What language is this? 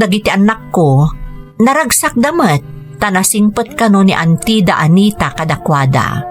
Iloko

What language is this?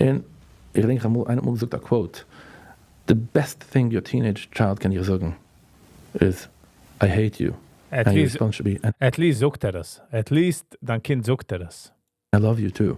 Yiddish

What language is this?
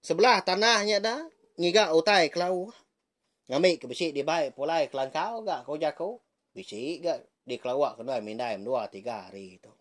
Iban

